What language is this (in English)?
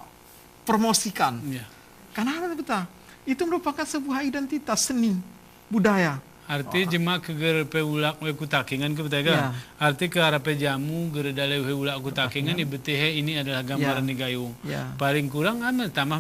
Gayo